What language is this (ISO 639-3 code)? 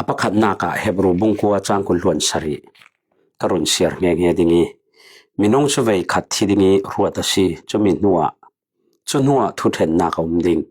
cfm